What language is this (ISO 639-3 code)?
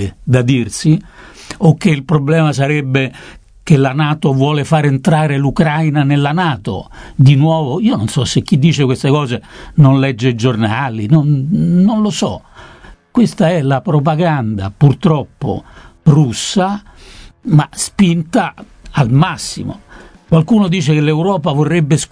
ita